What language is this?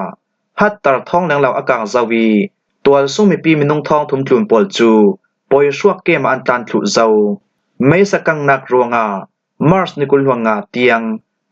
Falam Chin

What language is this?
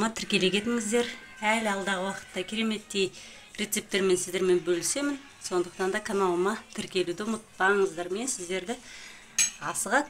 Kazakh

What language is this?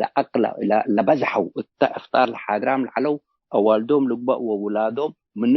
Tigre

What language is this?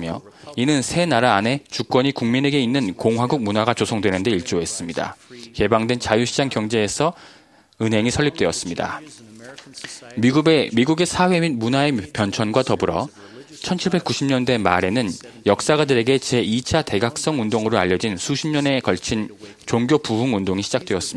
Korean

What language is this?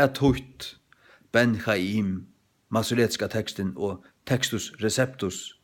Faroese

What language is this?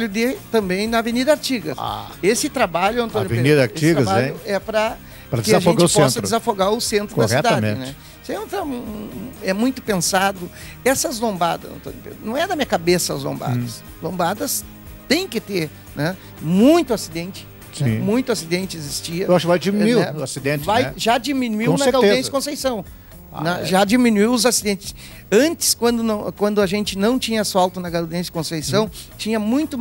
Portuguese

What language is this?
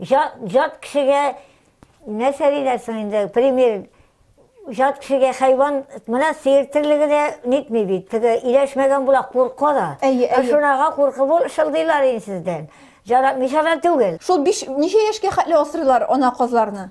Tatar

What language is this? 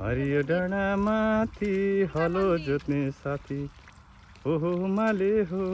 Nepali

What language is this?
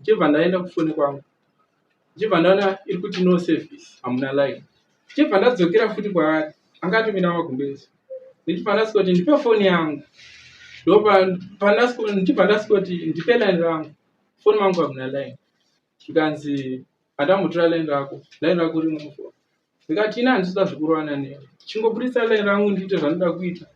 Shona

